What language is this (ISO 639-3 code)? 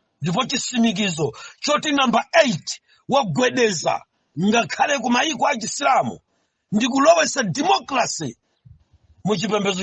nya